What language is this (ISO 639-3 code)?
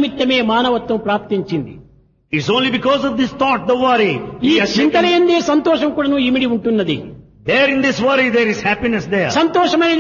tel